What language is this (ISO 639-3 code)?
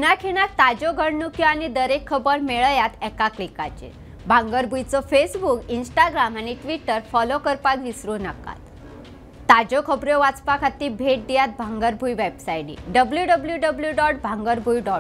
kok